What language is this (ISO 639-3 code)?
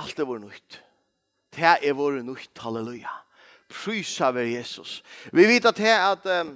fao